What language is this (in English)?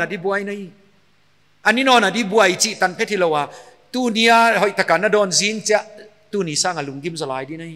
Paite Chin